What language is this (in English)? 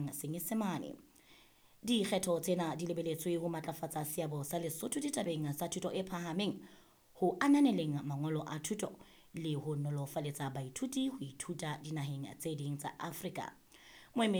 Southern Sotho